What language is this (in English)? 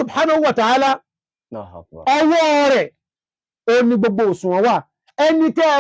Yoruba